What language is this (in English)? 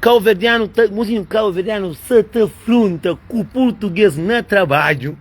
Kabuverdianu